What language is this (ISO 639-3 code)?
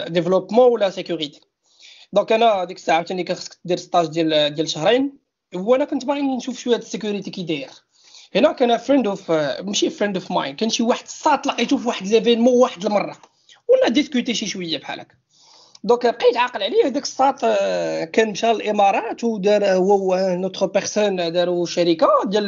ary